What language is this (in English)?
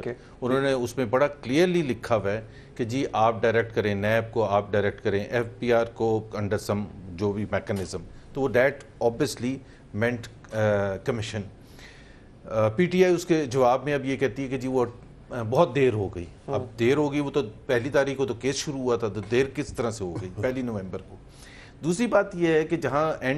Urdu